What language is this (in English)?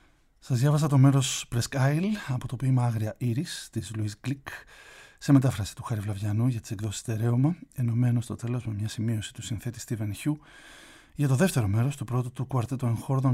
Greek